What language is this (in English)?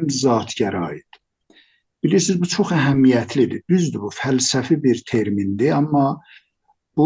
South Azerbaijani